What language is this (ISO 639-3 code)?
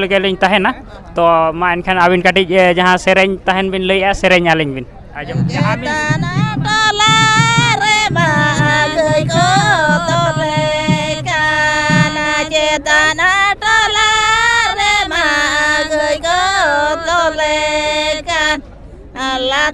sat